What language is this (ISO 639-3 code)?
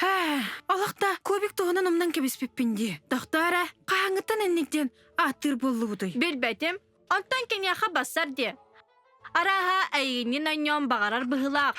sah